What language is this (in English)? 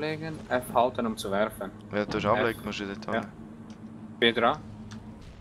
Swiss German